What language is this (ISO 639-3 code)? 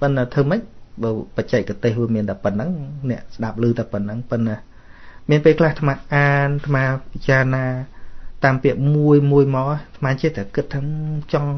khm